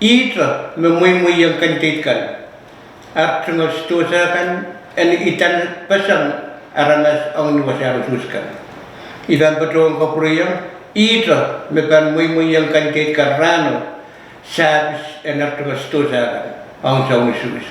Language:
Pohnpeian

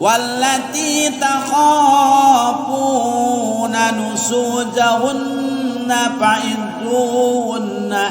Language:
Sundanese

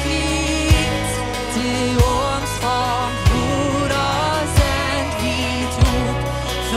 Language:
Plautdietsch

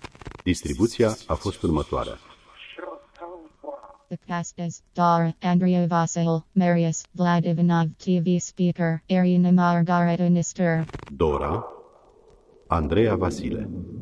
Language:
Romanian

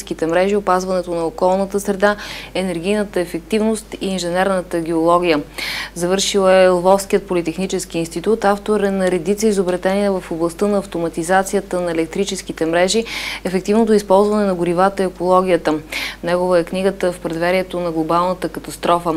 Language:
Bulgarian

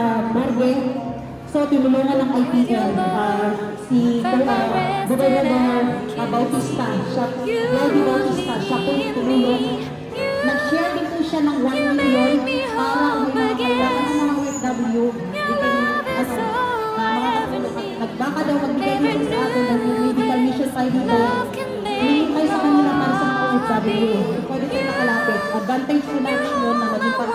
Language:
Filipino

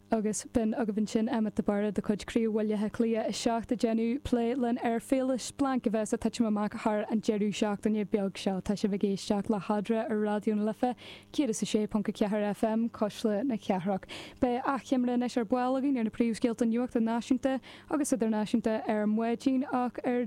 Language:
Irish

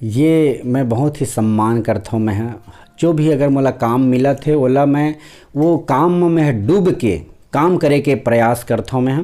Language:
Chhattisgarhi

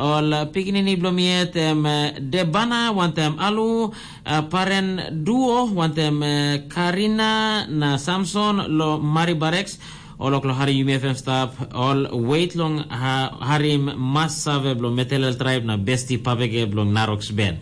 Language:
Tok Pisin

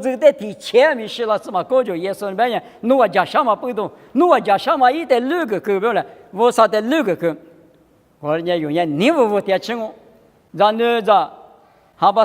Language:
Lisu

